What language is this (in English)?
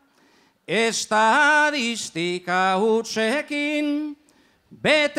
Basque